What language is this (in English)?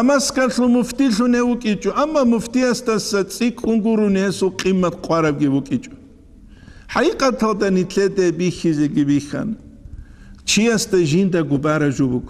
Avaric